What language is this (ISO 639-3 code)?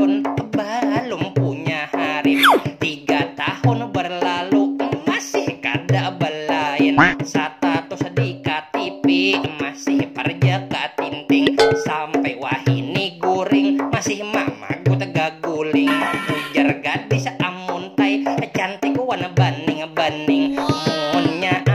bjn